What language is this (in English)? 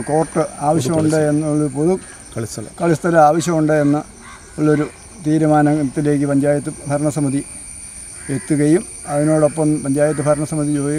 Malayalam